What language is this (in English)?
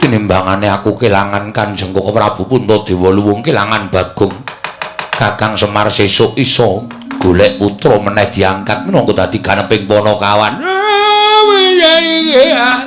Javanese